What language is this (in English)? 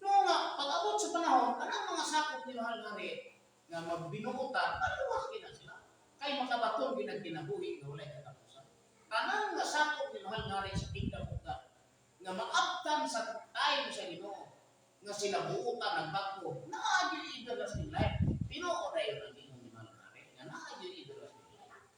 Cebuano